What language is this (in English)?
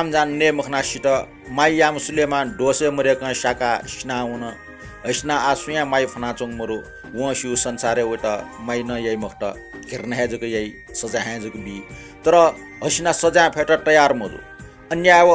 Newari